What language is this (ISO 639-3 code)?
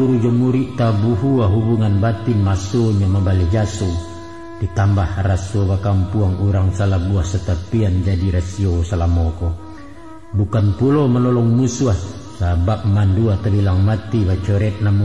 min